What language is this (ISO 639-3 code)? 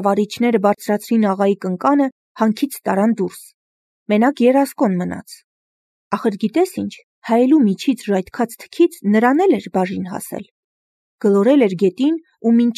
hye